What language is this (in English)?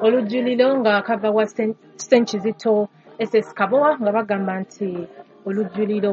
Ganda